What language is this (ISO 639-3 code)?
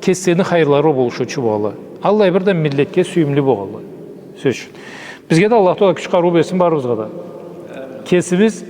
krc